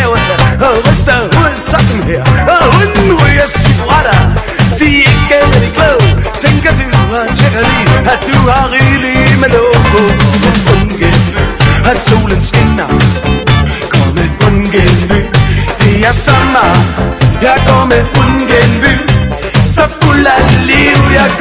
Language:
Danish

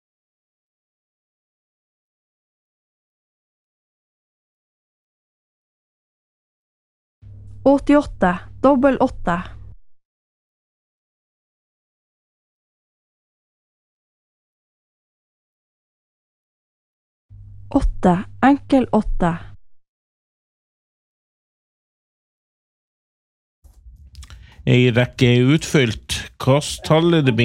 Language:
Norwegian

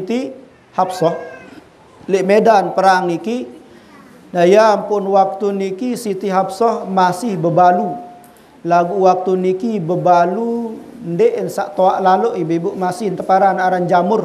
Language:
Sasak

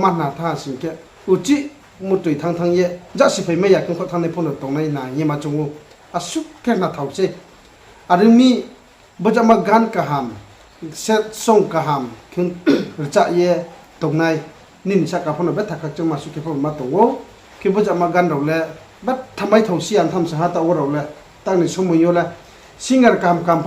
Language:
Riang (India)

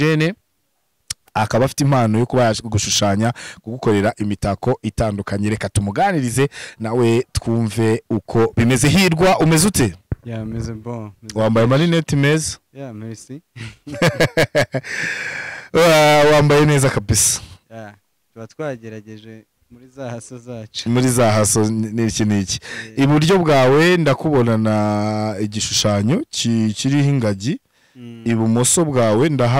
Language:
Kinyarwanda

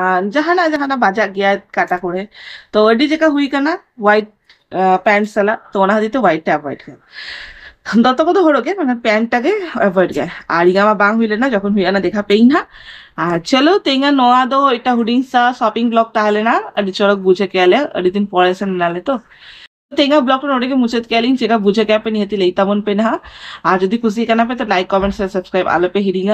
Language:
Santali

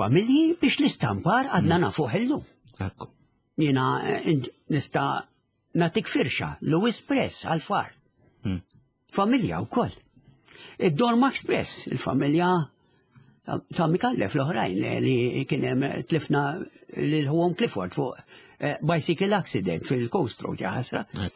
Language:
Maltese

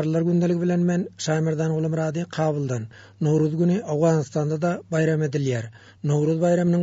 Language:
Turkmen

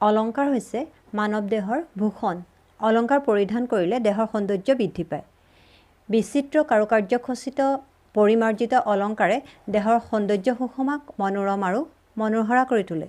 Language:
Assamese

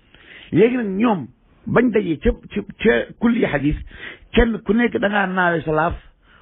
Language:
Wolof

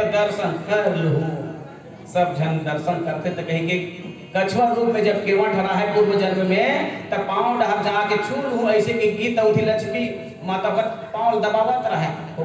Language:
Chhattisgarhi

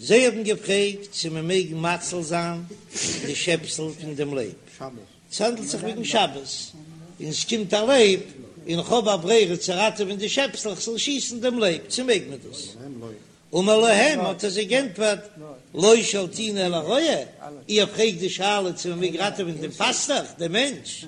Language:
Yiddish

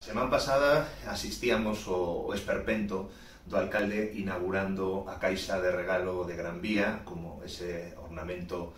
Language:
Galician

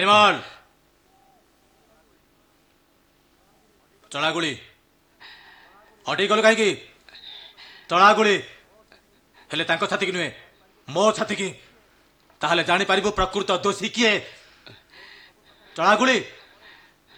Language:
Odia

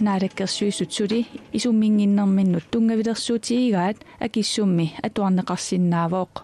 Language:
Kalaallisut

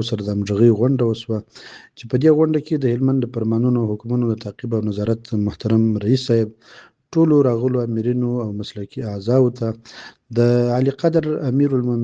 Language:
Pashto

